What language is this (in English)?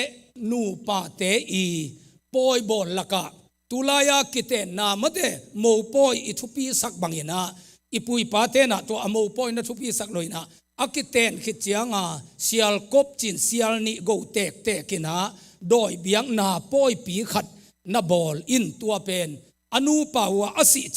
Tedim Chin